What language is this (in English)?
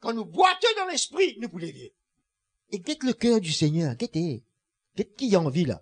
Morisyen